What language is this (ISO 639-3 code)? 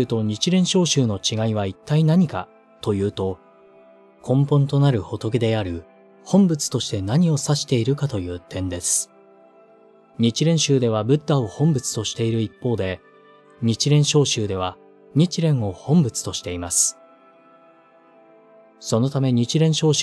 jpn